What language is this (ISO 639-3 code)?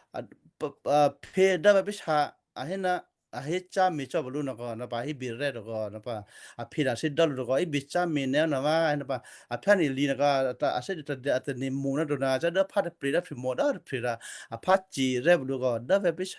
kyu